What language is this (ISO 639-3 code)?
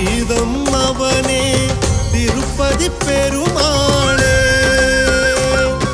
tam